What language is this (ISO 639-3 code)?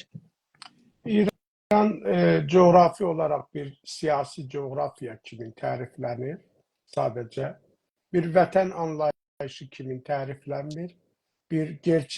azb